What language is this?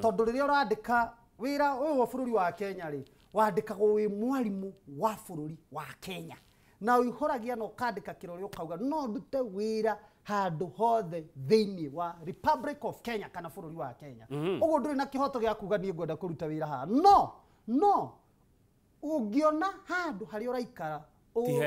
Kikuyu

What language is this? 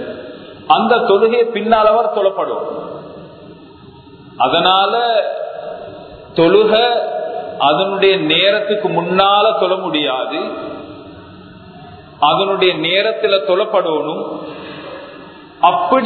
Tamil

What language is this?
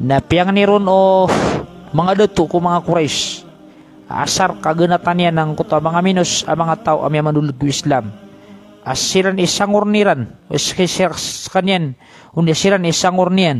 Maranao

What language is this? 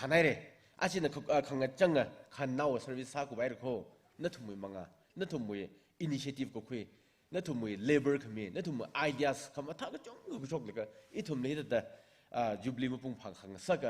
Tangkhul Naga (India)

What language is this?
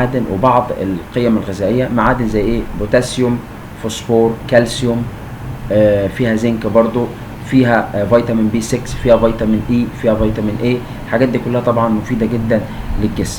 Egyptian Arabic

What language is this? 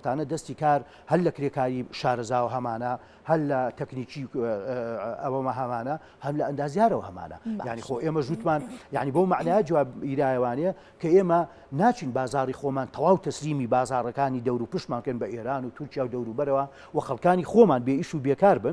Central Kurdish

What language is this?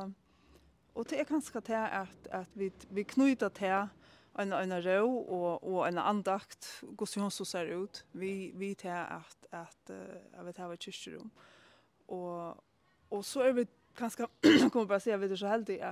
Faroese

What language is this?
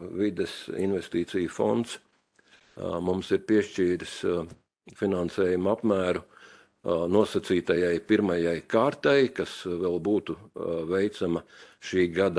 Latvian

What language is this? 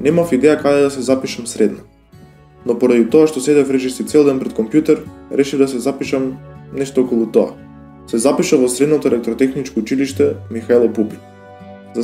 Macedonian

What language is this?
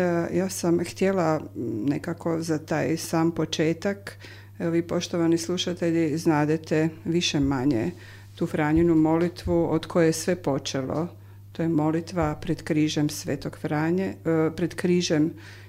Croatian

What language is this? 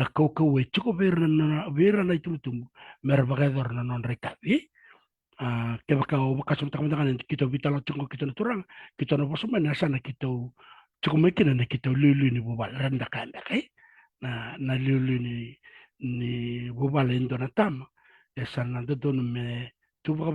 Fijian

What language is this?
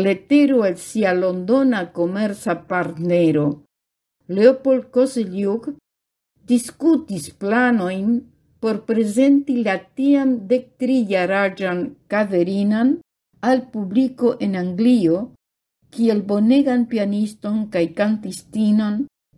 Esperanto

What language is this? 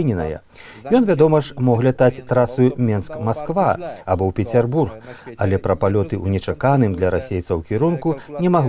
Belarusian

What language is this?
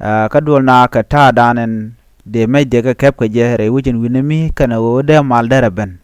Nuer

